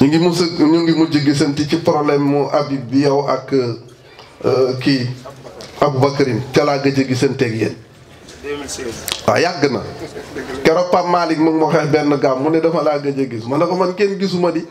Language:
Wolof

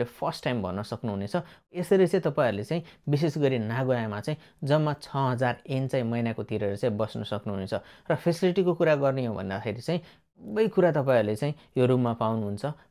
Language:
Nepali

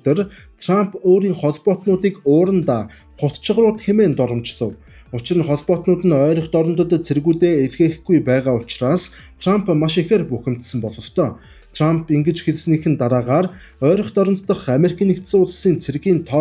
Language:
Mongolian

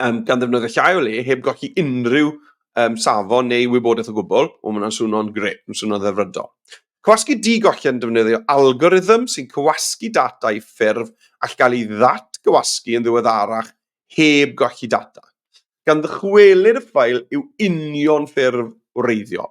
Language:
Welsh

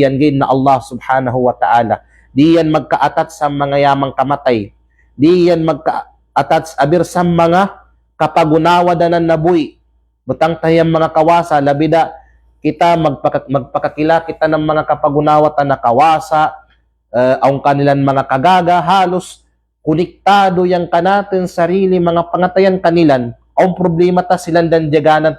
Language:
Kalagan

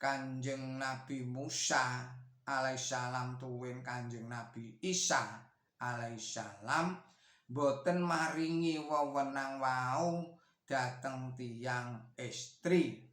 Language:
Javanese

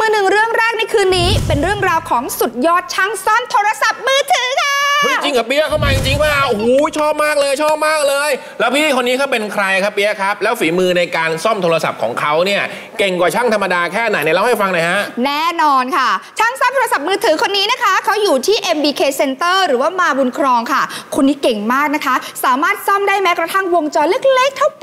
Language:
Thai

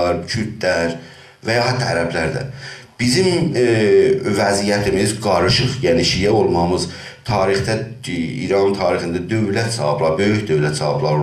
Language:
South Azerbaijani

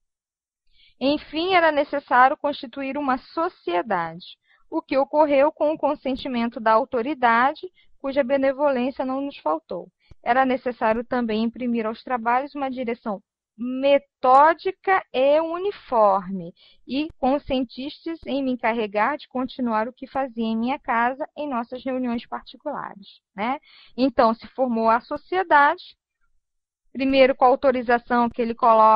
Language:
Portuguese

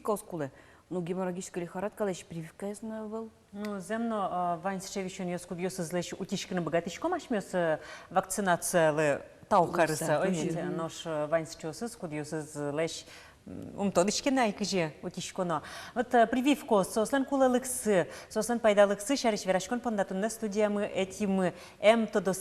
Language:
Udmurt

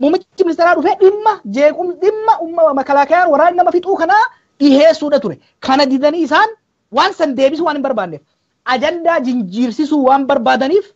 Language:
Oromo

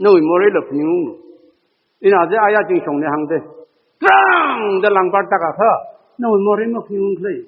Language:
Tangkhul Naga (India)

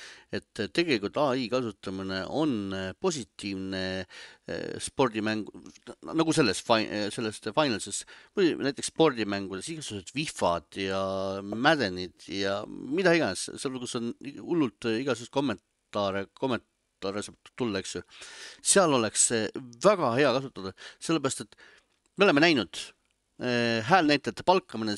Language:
Estonian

